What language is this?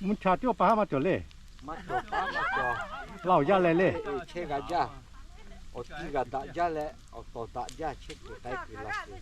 Lahu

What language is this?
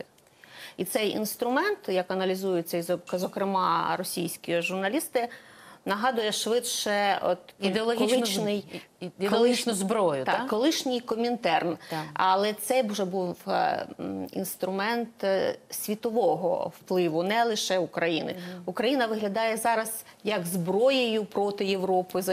Ukrainian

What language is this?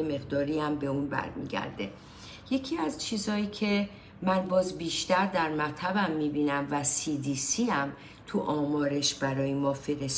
Persian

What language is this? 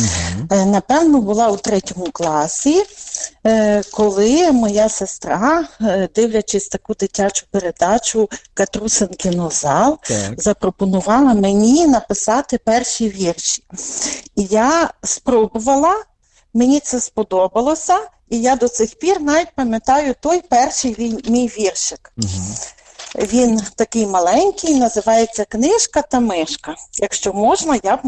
Ukrainian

